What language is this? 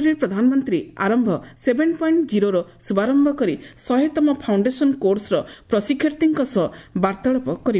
Odia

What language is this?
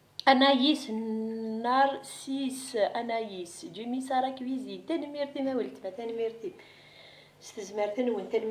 Kabyle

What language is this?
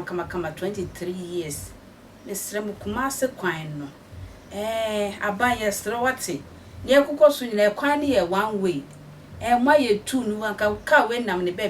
Akan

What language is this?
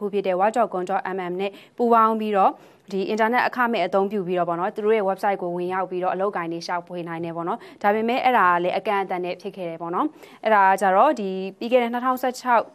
Burmese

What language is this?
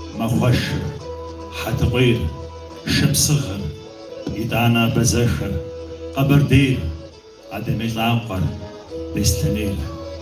Kabardian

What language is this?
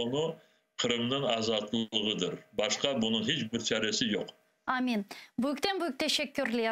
Crimean Tatar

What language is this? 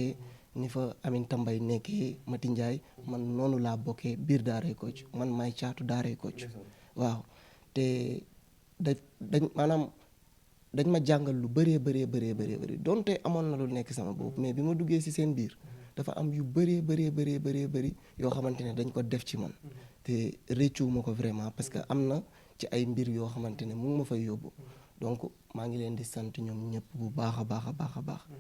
Wolof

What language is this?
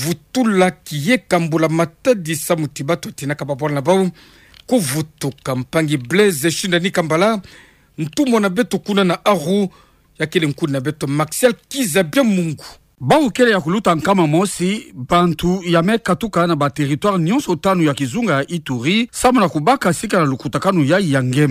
Kituba (Democratic Republic of Congo)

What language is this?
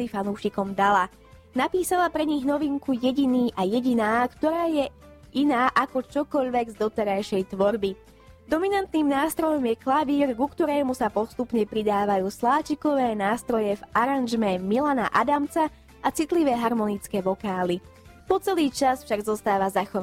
Slovak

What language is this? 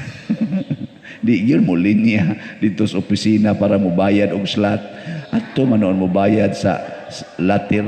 Cebuano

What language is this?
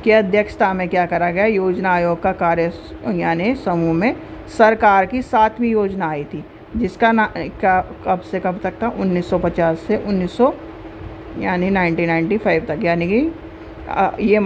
Hindi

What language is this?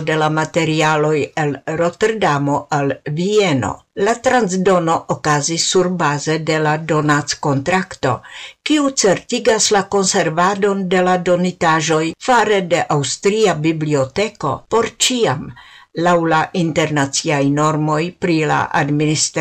Esperanto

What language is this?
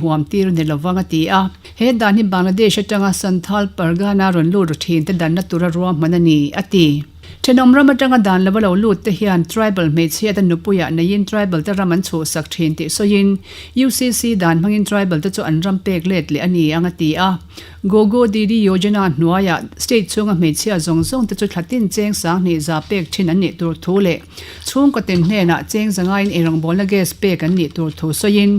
Mizo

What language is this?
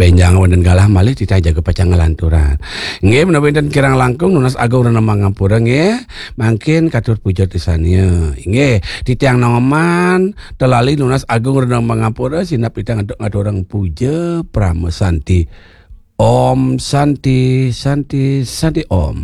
Balinese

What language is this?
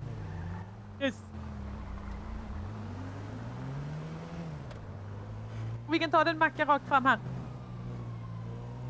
Swedish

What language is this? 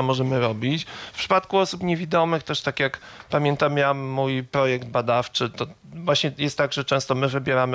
Polish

